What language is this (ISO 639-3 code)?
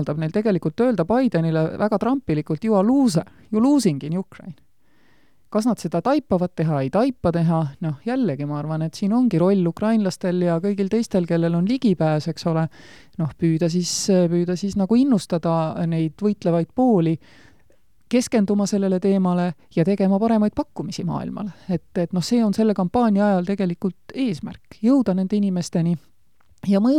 est